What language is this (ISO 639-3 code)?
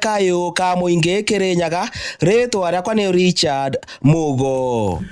kik